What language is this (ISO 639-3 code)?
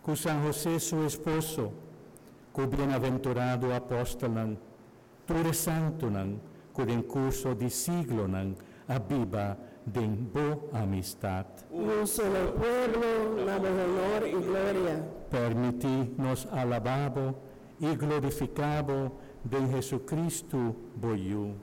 pap